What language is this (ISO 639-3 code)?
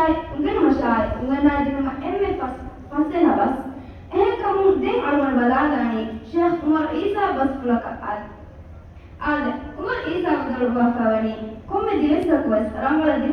div